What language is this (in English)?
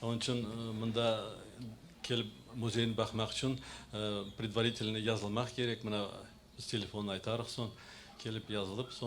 Crimean Tatar